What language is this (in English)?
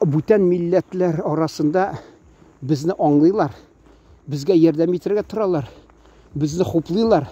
Tatar